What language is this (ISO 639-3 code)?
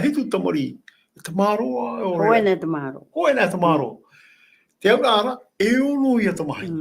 tah